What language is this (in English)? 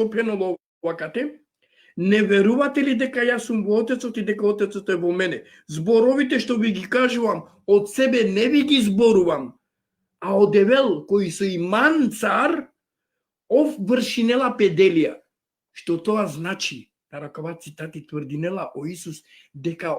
Balkan Romani